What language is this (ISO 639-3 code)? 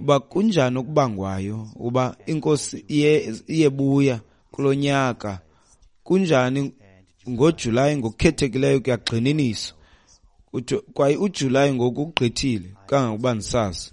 xho